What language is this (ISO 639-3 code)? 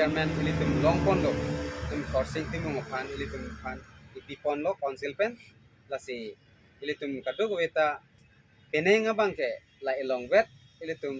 mjw